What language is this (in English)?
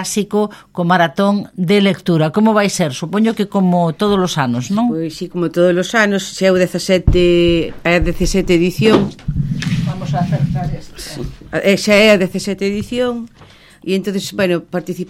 Galician